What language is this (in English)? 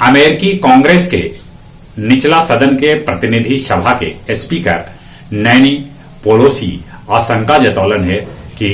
Magahi